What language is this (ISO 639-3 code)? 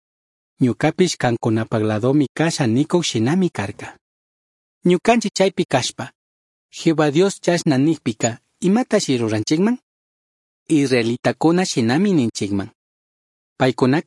qug